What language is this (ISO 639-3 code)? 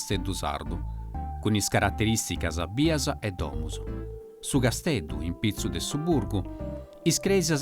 srd